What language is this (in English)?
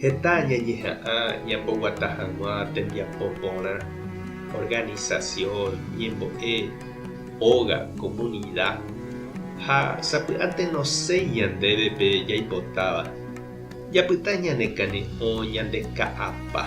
Guarani